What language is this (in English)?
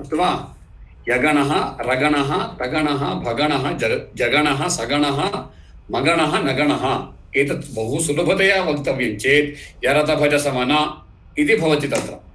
Sanskrit